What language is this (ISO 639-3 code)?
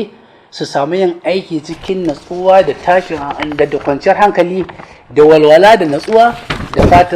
hau